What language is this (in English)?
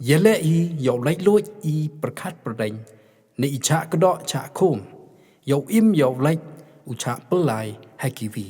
Pnar